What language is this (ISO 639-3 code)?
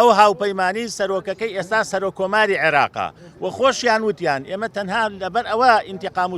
ckb